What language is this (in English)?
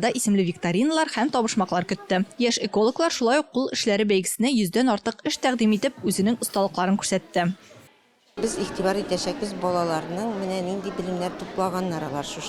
Tatar